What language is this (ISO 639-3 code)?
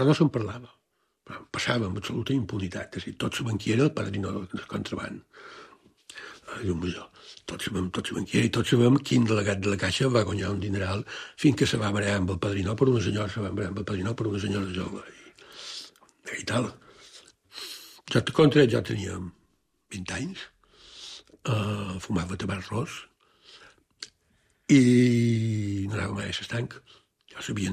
cat